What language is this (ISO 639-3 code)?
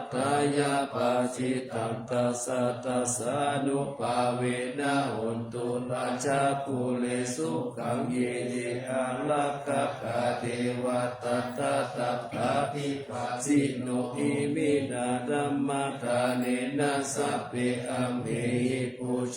pli